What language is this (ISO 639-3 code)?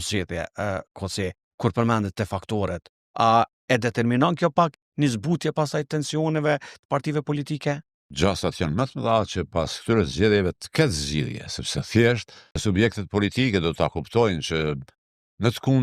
sqi